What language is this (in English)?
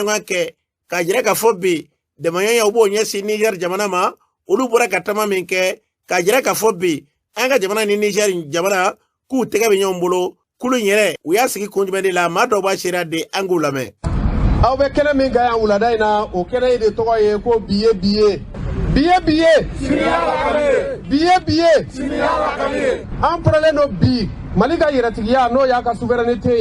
Bambara